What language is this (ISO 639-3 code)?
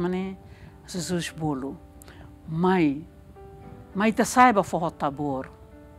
tet